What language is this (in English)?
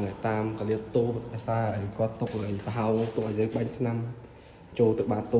Khmer